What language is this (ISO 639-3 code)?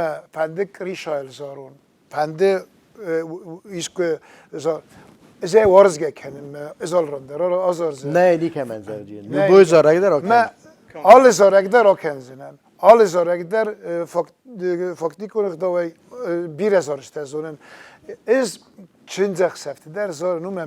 oss